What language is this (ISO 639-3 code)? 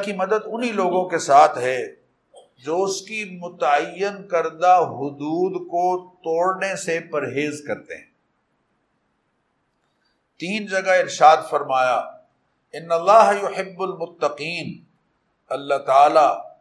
urd